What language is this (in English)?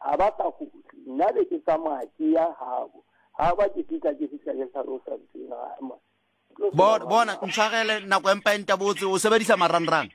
Southern Sotho